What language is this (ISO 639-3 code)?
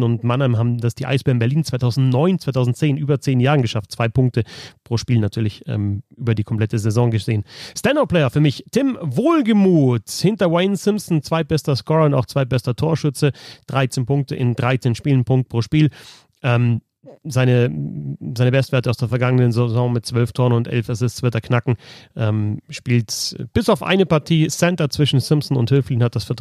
deu